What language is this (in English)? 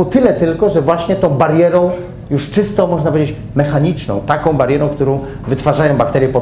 Polish